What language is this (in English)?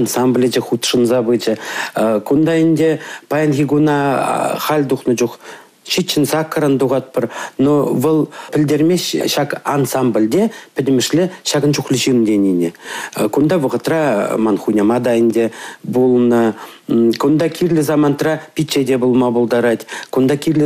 Chuvash